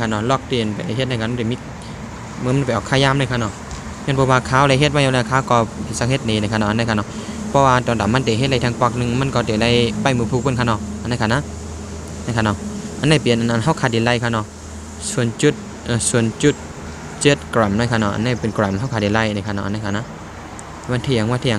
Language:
Shan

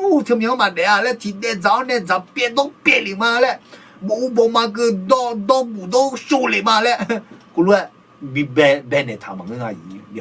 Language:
Akha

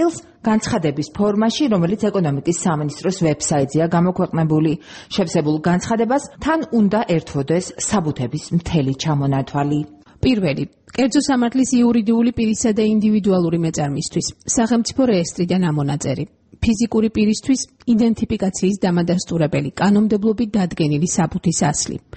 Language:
Georgian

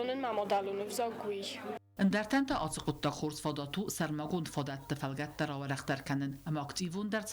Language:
Ossetic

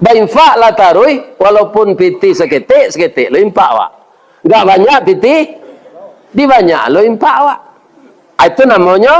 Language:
Minangkabau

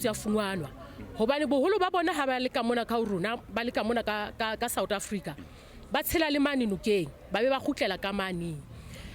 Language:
Southern Sotho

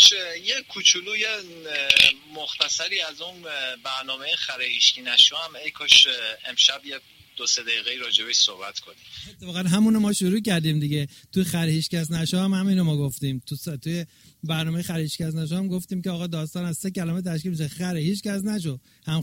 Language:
Persian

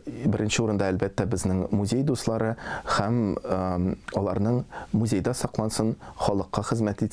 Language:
Tatar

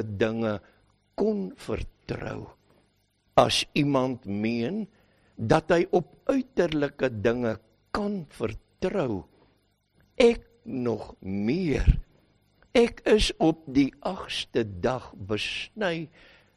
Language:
Afrikaans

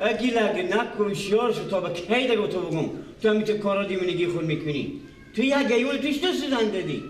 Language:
Persian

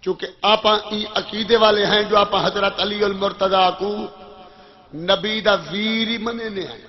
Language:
Saraiki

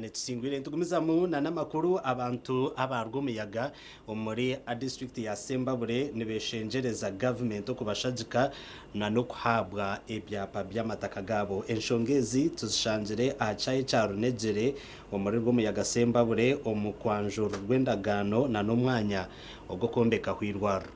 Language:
Nyankole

